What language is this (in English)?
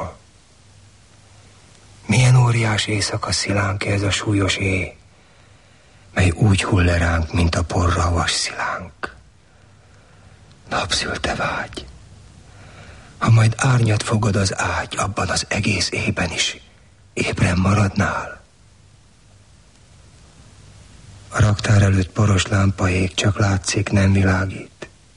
Hungarian